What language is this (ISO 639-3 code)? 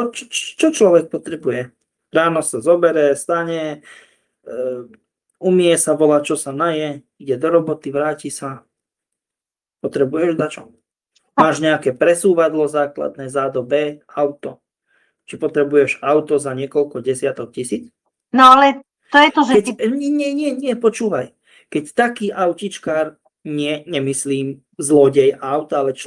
slk